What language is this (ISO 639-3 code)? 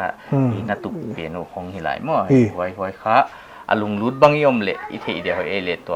pck